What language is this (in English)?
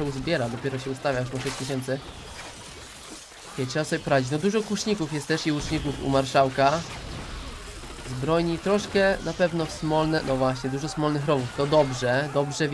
Polish